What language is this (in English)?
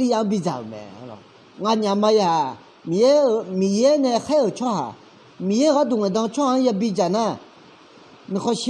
Akha